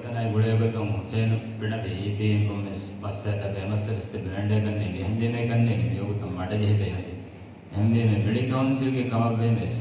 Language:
Divehi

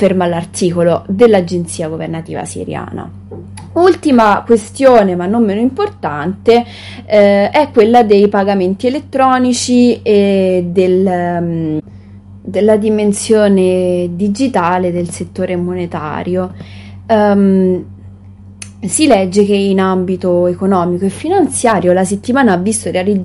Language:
Italian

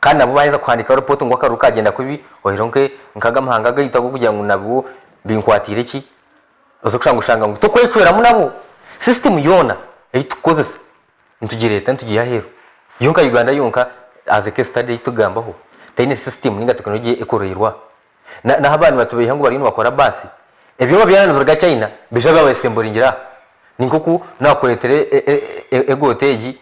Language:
Nyankole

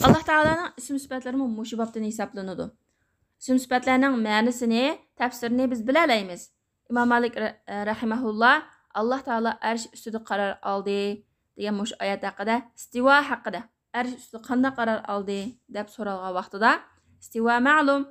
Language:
Uyghur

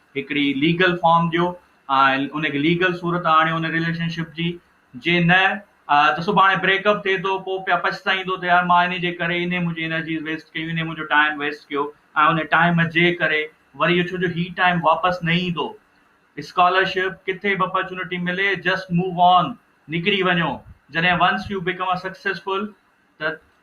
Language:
Sindhi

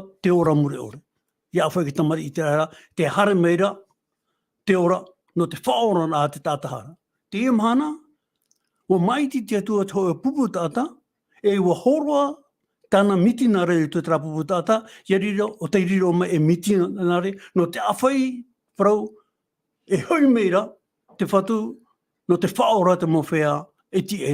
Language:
Tahitian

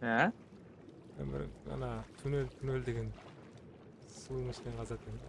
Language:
Kara-Kalpak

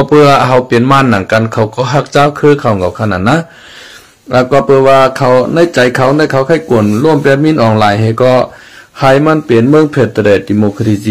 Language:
Shan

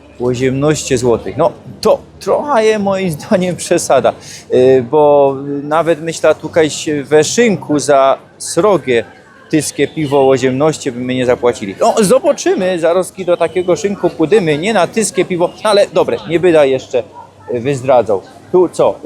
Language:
Silesian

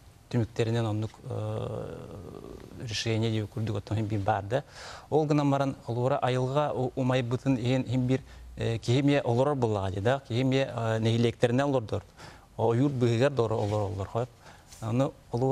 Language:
Yakut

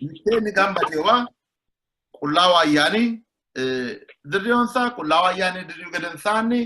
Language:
Sidamo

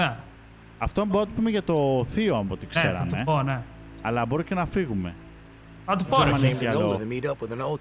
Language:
Greek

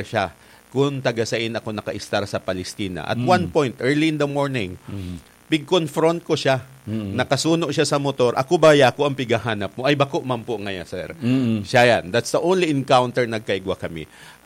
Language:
Bikol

